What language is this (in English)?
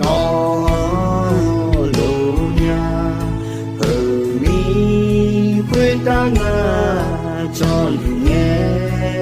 Akha